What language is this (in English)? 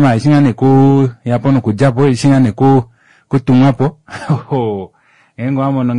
Kuanyama